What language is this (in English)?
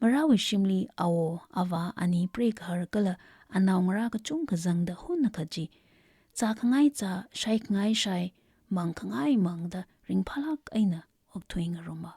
Tangkhul Naga (India)